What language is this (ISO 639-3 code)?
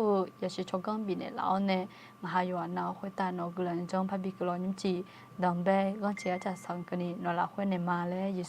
ahk